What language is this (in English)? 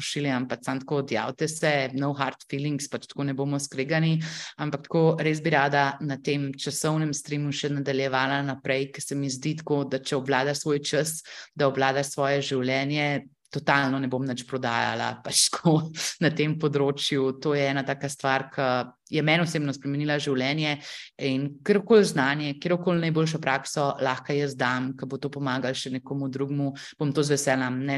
Slovenian